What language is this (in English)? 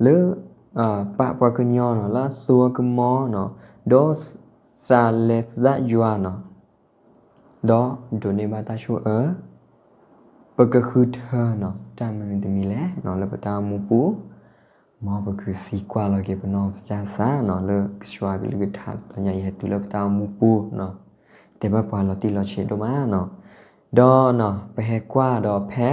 S'gaw Karen